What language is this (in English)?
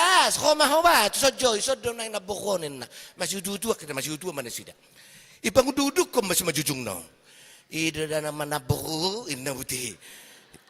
Batak Toba